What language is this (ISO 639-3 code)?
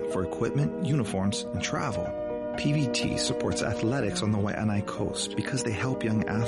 eng